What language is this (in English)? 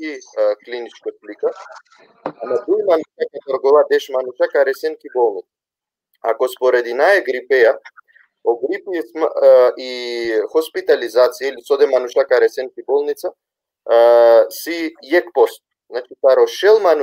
Balkan Romani